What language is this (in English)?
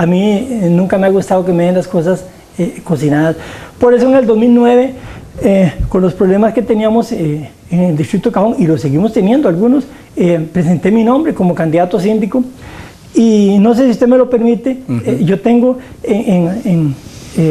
Spanish